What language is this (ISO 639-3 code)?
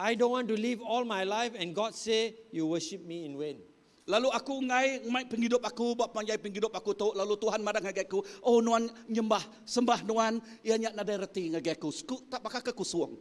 iba